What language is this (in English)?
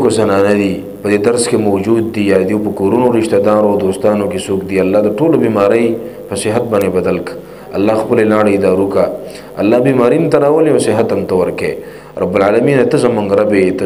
Pashto